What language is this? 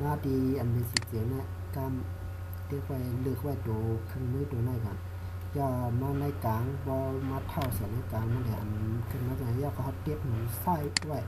Shan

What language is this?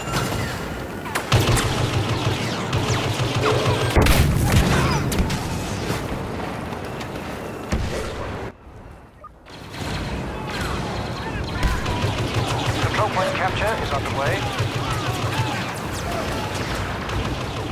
English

